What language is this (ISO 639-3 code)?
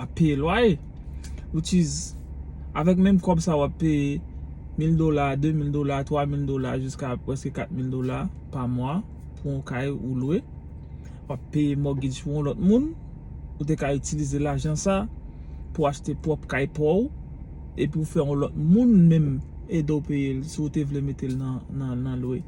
hat